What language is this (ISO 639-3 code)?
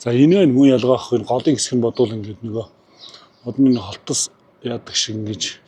mon